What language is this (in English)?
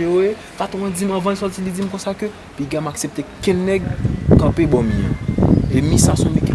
Haitian Creole